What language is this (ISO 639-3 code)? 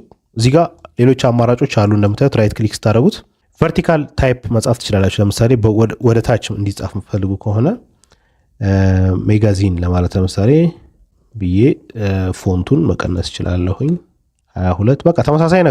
amh